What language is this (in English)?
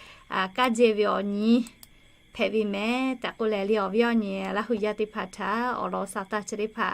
Lahu